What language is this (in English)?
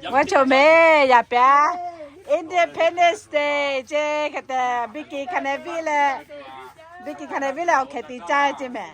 Lahu